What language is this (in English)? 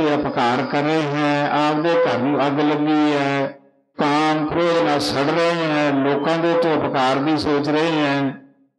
Punjabi